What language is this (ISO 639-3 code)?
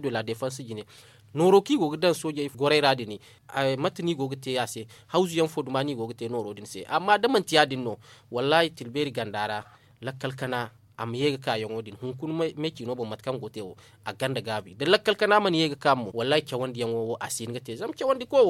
dje